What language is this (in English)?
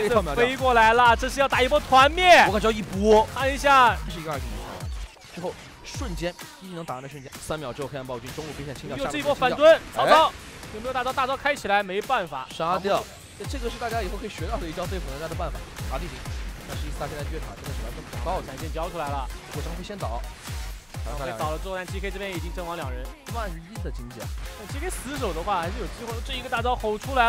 Chinese